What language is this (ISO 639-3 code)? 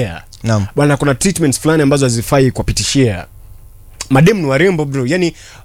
swa